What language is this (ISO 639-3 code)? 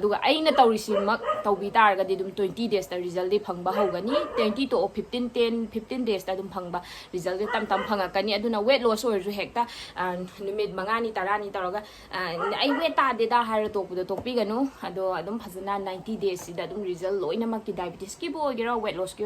mni